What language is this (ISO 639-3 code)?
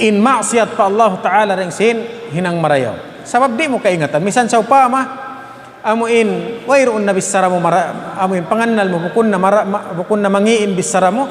tsg